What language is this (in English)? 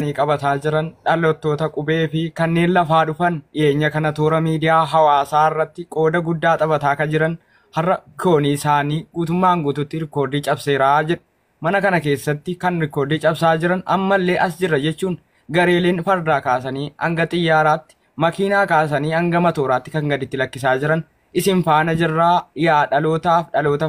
Oromo